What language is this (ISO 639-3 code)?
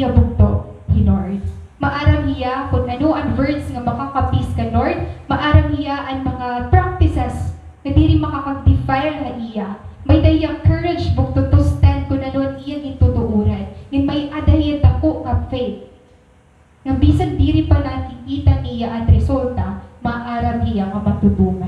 war